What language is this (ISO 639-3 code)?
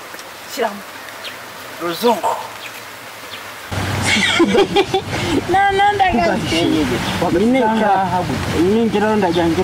kin